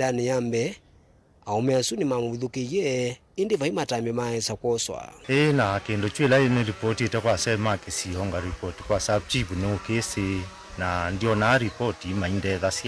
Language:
Kamba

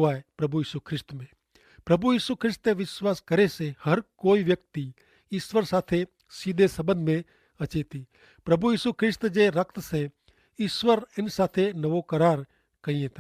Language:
Kachhi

